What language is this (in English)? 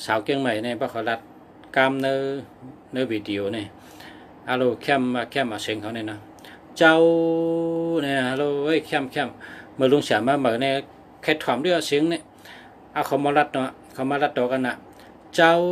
Shan